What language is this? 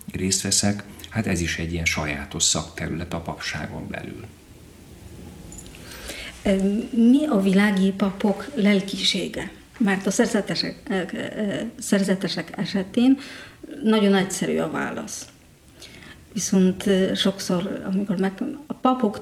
Hungarian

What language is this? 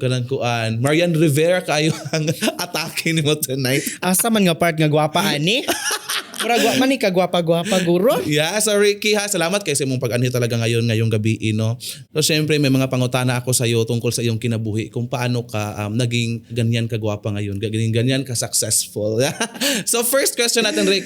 Cebuano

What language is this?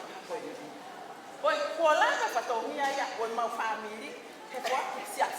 Tongan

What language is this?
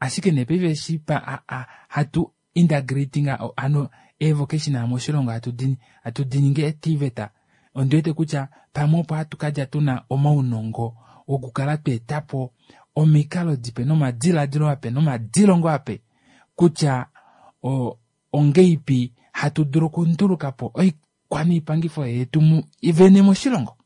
Kuanyama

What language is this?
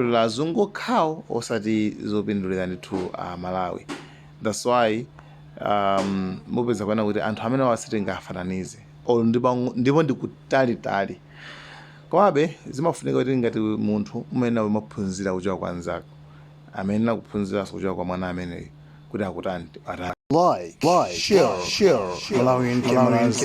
Nyanja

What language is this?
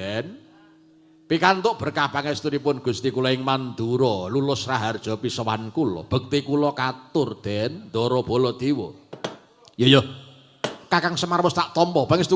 Javanese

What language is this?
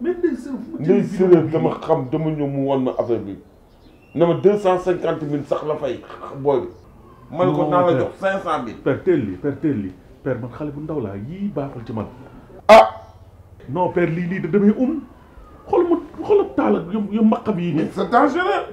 Wolof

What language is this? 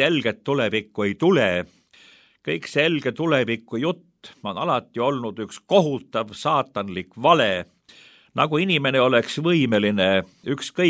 Estonian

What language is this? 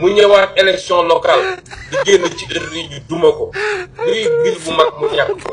Wolof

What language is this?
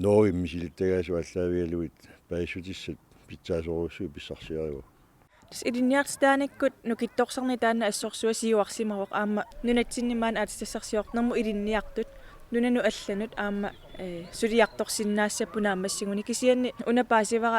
Kalaallisut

